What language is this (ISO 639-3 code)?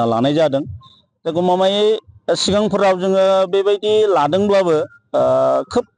brx